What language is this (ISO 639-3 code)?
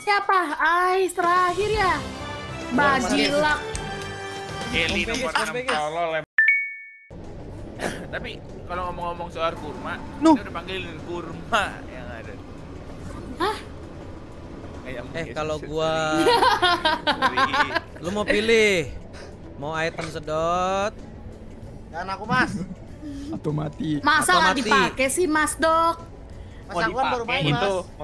ind